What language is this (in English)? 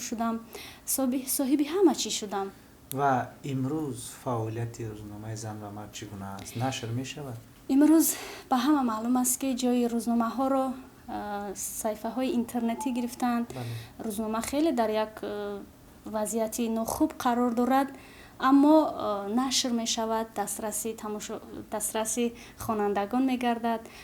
Tajik